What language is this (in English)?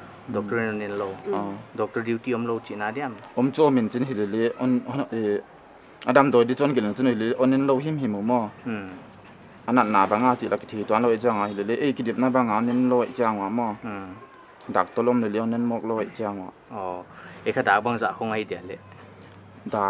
Paite Chin